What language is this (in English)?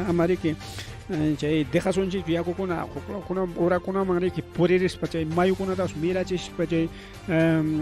Ayacucho Quechua